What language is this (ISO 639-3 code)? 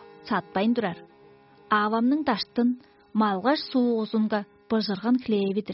tyv